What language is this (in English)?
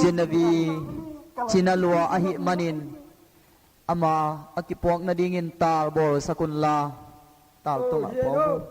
Tedim Chin